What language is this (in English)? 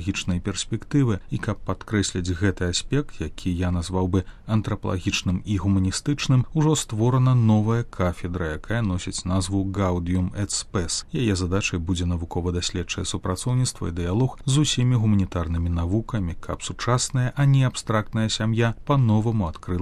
Belarusian